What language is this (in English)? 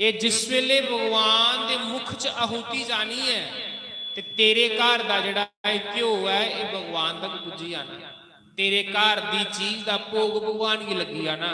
Dogri